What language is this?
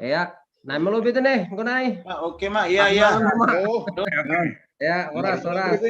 Batak Simalungun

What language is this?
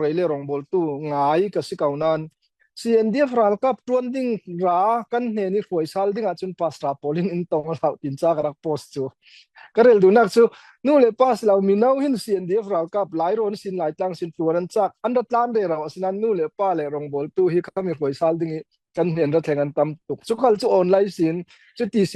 Falam Chin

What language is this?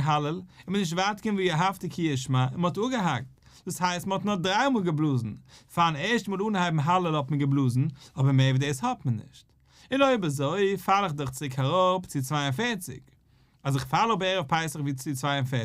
Yiddish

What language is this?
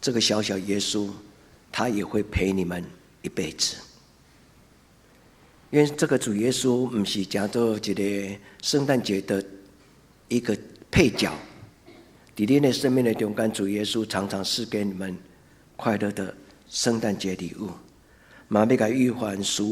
Min Nan Chinese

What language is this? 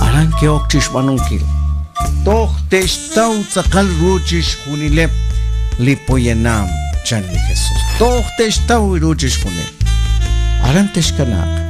Kekchí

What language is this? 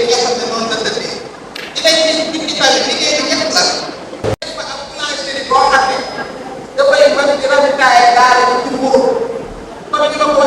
Wolof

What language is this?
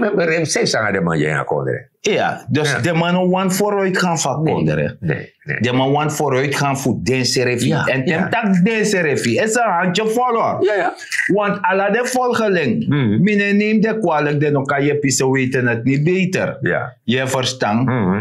Sranan Tongo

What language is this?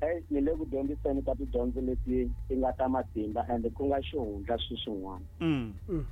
Tsonga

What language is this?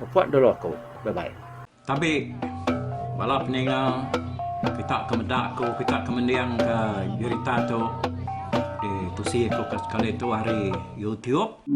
Iban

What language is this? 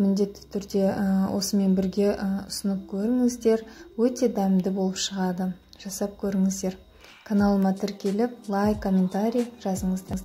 Kazakh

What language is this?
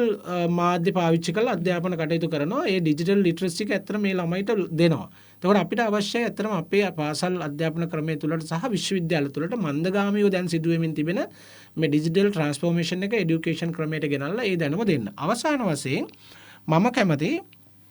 Sinhala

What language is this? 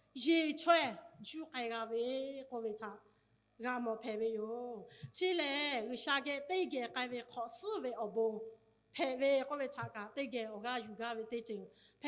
Lahu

